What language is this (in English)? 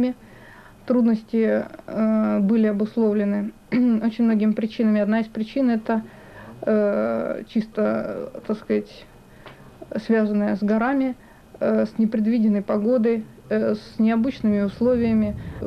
Russian